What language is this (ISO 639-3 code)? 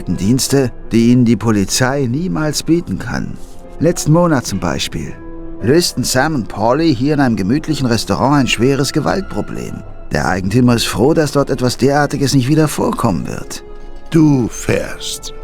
bar